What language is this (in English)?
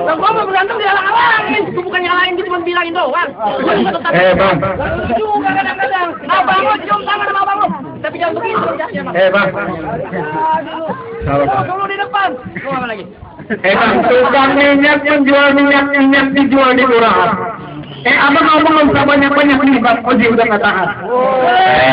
Betawi